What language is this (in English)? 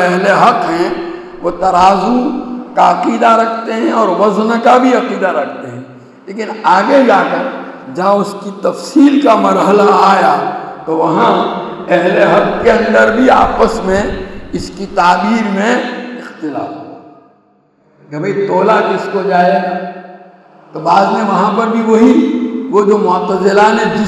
Urdu